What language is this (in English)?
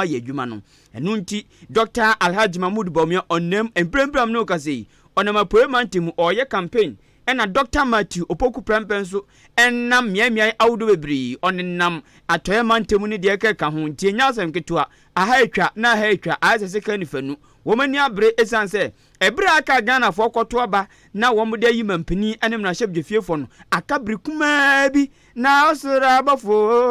Akan